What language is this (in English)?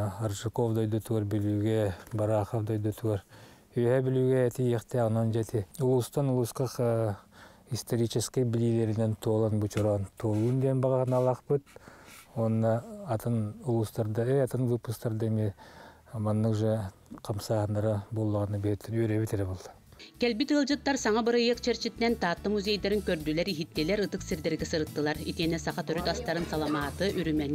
Yakut